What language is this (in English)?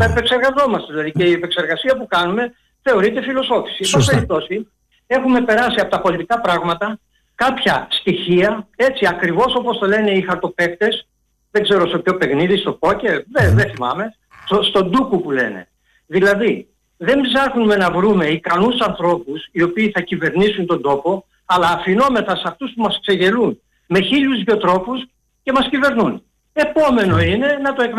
Greek